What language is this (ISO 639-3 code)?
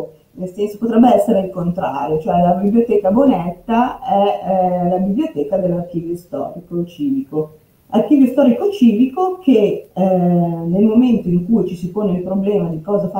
ita